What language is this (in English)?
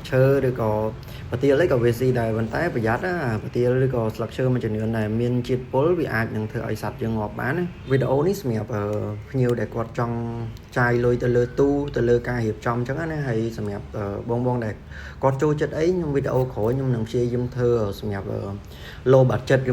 Khmer